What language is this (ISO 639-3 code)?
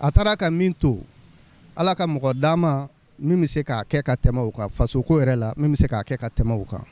bam